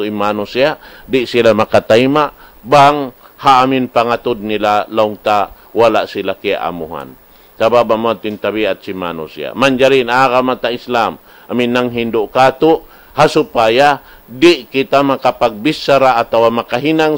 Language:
Tausug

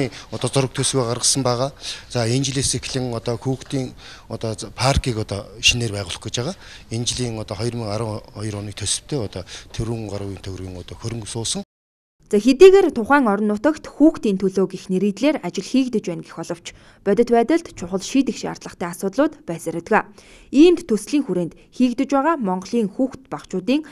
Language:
Mongolian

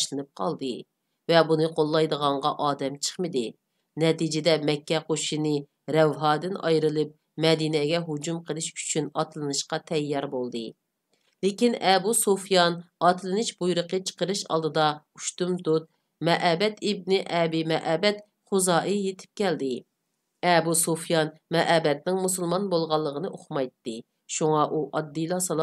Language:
Uyghur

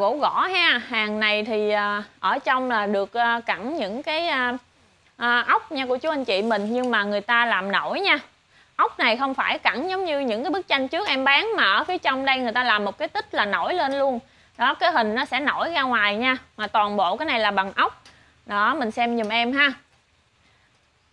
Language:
Vietnamese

